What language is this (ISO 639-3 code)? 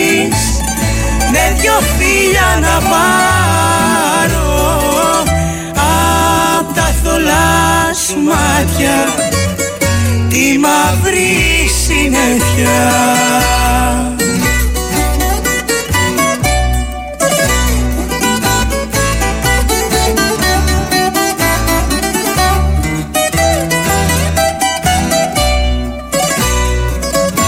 ell